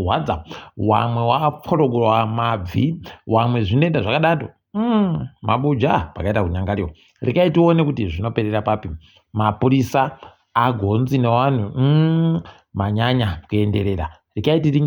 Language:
Ndau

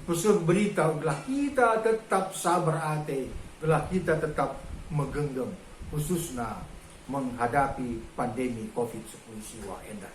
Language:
Batak Karo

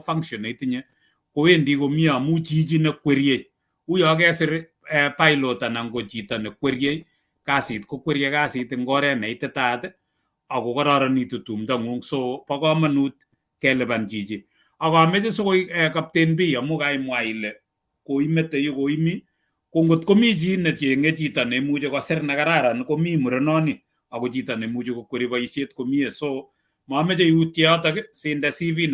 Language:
Kalenjin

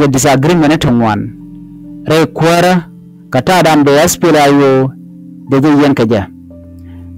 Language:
Nuer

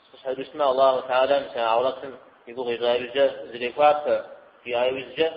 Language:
Kabardian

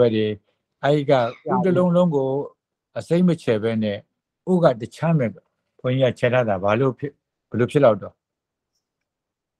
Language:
Burmese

